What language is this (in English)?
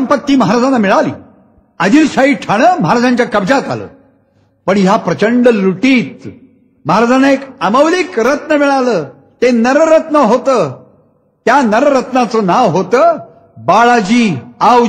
Marathi